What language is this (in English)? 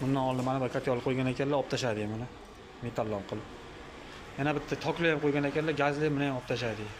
Uzbek